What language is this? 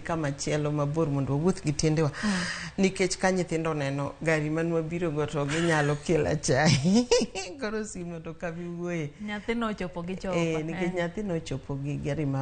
Luo (Kenya and Tanzania)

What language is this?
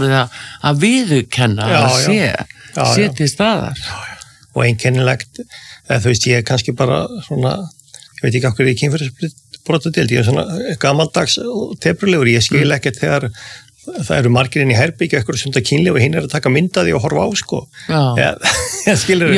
Icelandic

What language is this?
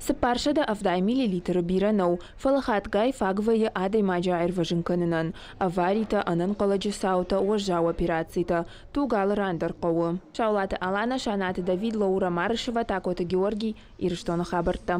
Ossetic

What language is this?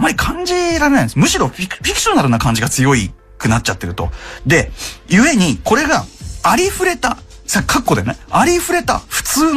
Japanese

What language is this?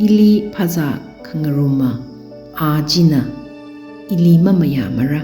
Tangkhul Naga (India)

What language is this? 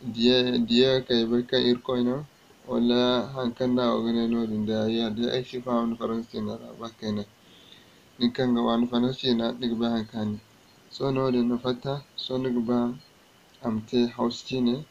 Zarma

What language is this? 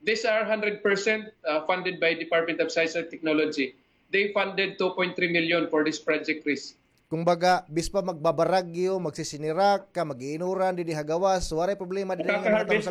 Waray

